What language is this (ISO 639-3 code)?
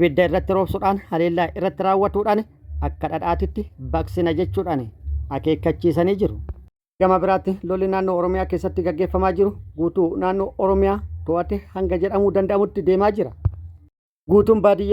orm